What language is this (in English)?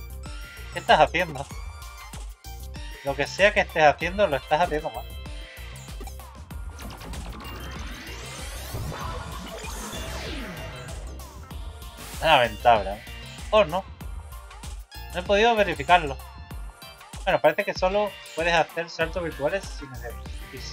Spanish